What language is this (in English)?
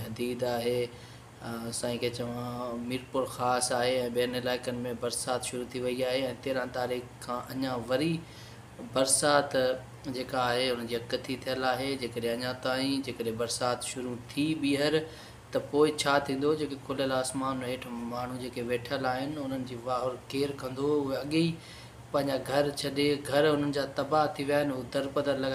Sindhi